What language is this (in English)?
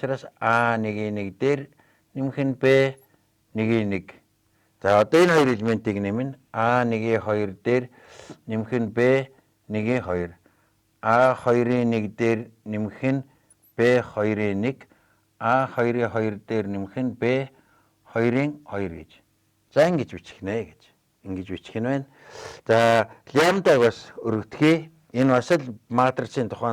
Mongolian